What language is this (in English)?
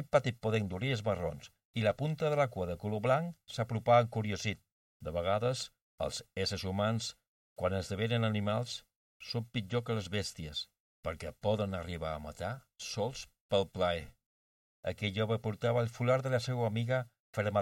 Catalan